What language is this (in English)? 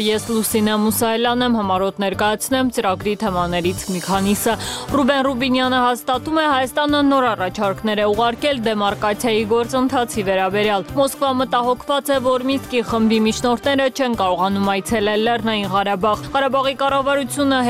Armenian